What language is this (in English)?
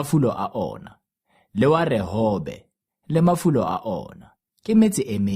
Tswana